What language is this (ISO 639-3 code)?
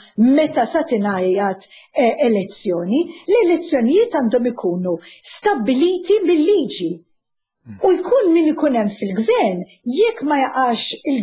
mlt